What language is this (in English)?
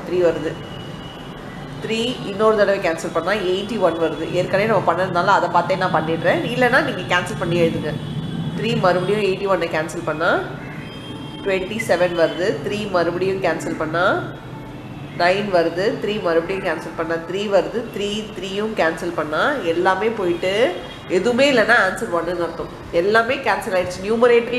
Tamil